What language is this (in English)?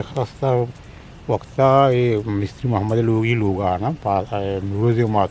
Eastern Balochi